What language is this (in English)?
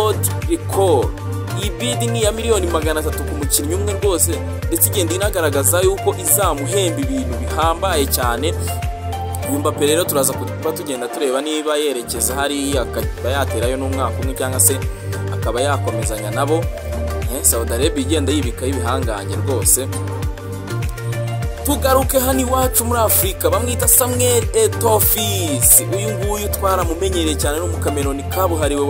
Kinyarwanda